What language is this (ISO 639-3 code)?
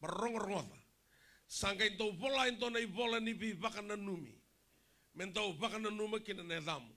fij